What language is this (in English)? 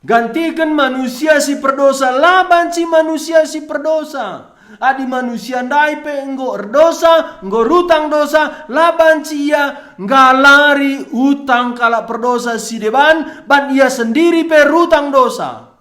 Batak Karo